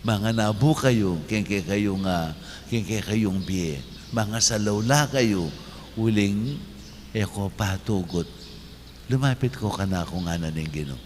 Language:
Pampanga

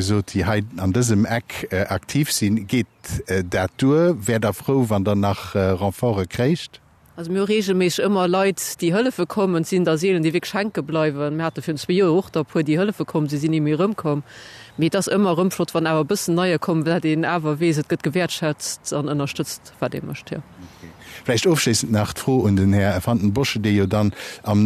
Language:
Luxembourgish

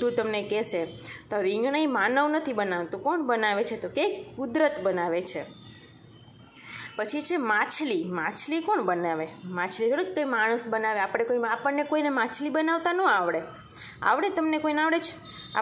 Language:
Gujarati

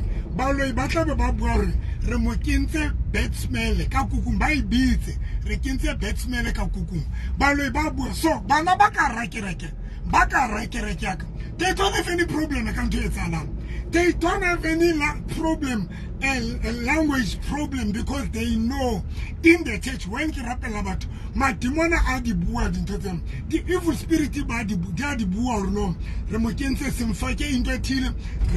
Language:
Tswana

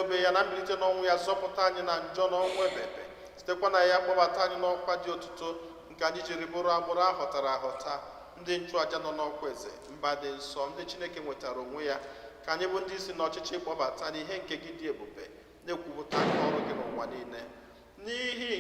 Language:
Igbo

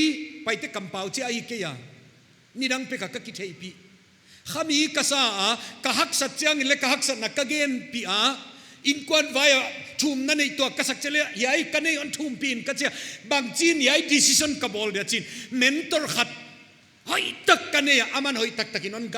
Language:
Paite Chin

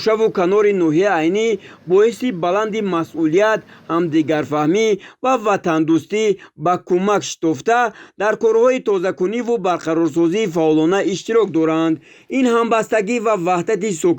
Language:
Tajik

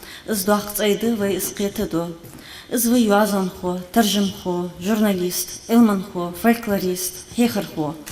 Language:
Ingush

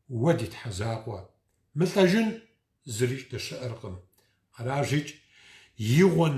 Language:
Kabardian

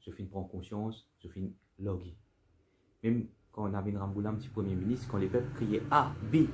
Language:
Morisyen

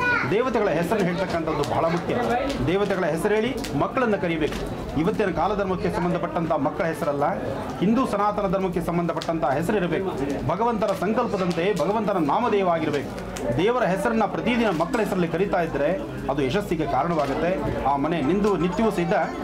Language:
Kannada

